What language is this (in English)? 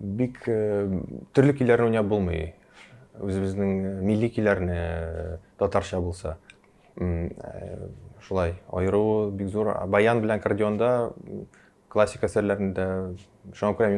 Tatar